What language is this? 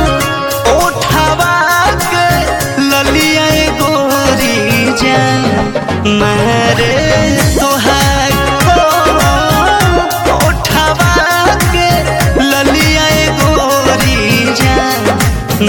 Bhojpuri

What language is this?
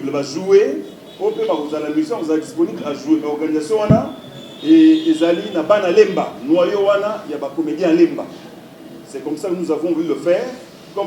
Lingala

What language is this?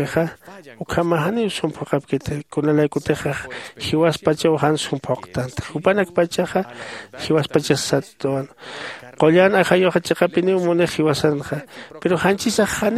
Aymara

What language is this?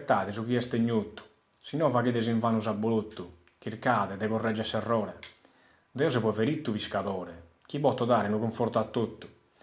Sardinian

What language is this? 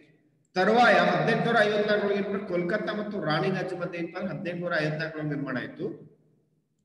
Kannada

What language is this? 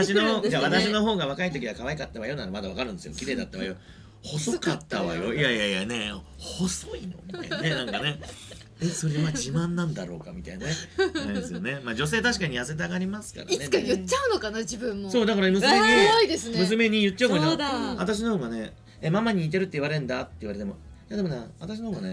Japanese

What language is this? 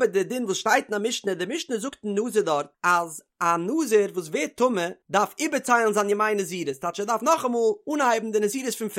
Yiddish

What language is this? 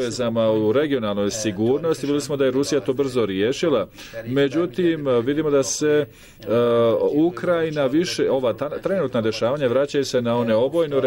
Bosnian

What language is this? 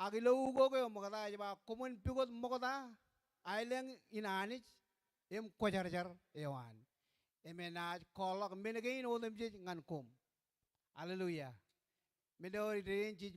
Marshallese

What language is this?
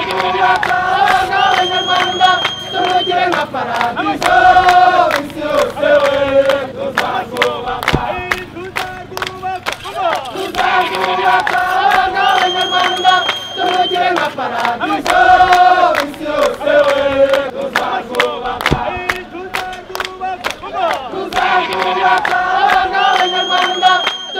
Kinyarwanda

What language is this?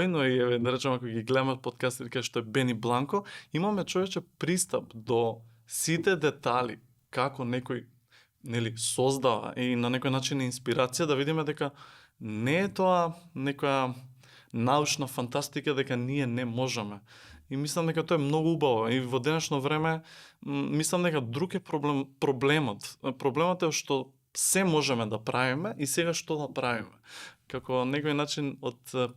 Macedonian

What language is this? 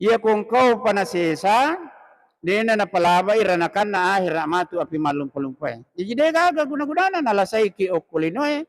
Buginese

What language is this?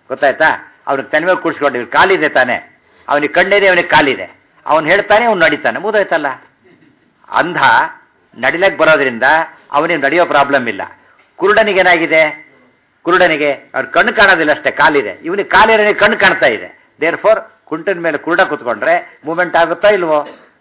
Kannada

